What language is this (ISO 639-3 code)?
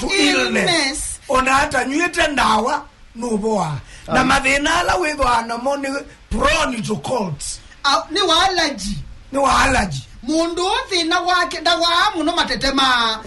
kam